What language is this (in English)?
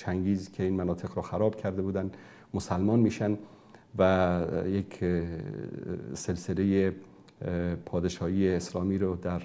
Persian